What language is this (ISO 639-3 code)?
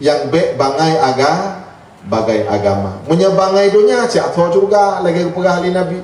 ace